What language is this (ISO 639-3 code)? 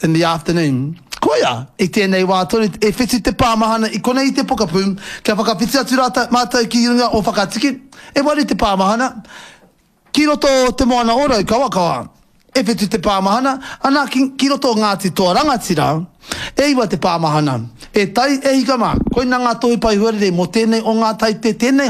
mri